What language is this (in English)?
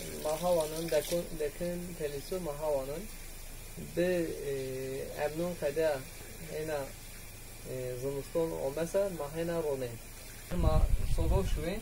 Zaza